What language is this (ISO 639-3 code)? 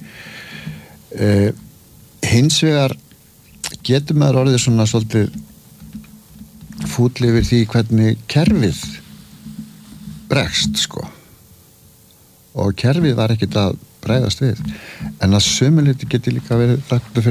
isl